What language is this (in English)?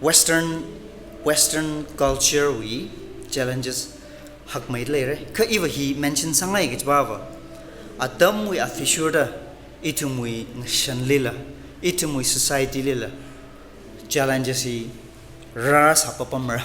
Tangkhul Naga (India)